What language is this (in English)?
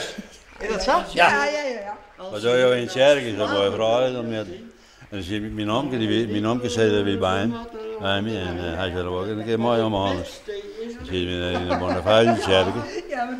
Western Frisian